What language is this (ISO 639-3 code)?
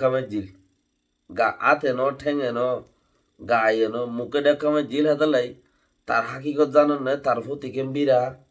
rhg